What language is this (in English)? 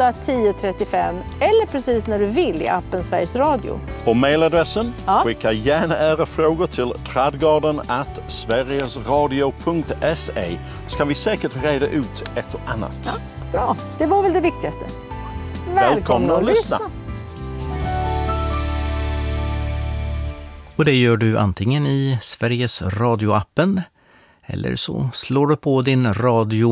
Swedish